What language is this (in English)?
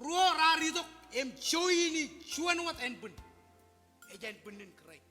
Marshallese